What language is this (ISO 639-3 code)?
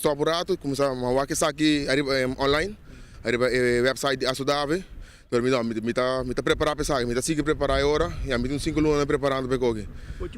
pap